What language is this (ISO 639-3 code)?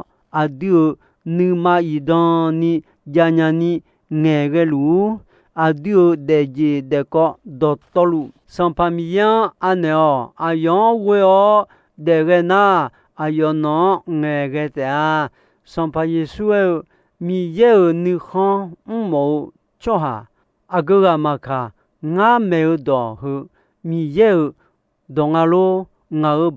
ahk